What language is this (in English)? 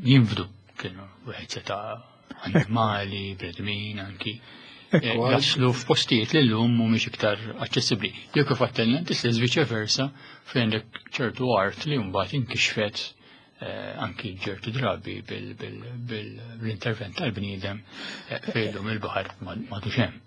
Maltese